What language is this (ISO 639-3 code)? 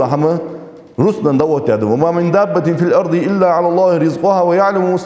inh